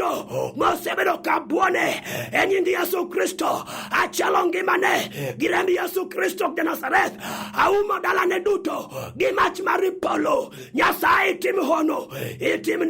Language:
Luo (Kenya and Tanzania)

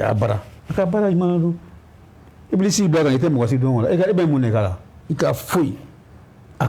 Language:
Bambara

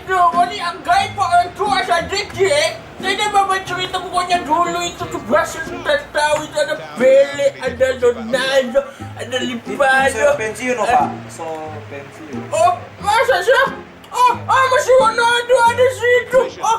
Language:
Manado Malay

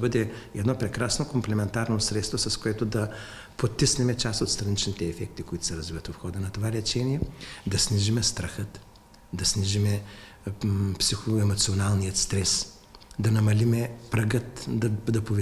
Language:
Bulgarian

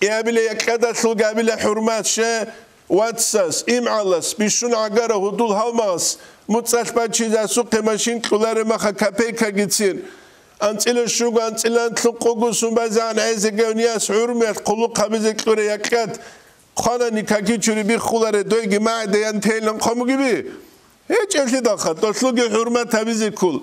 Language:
Avaric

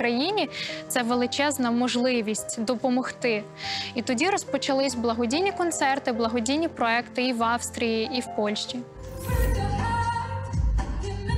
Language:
Ukrainian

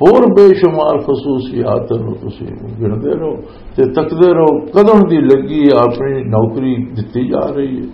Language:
Western Panjabi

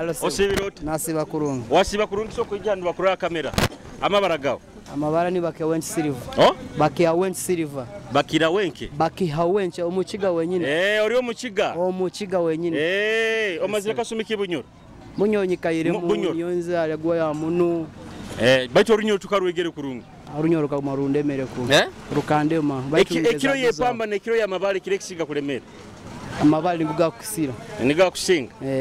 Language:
Nyoro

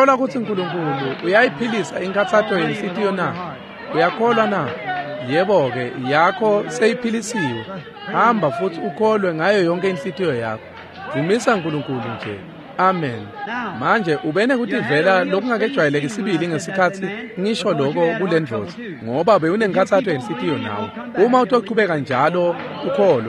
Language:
Swati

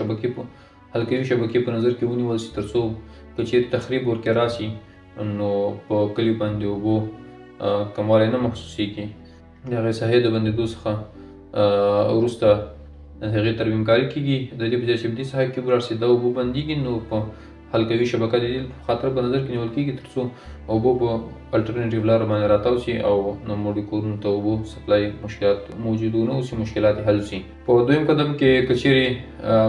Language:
Pashto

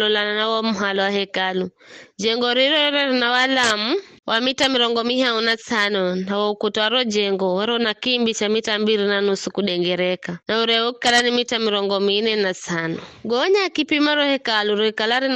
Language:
Giryama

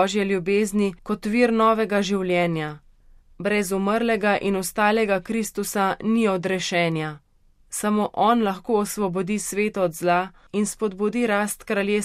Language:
Slovenian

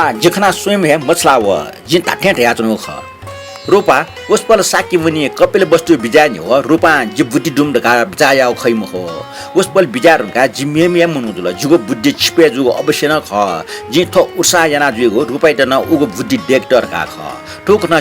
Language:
Newari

